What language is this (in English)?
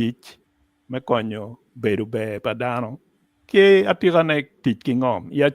Acoli